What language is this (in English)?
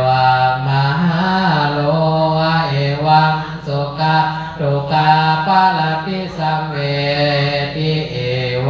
Pali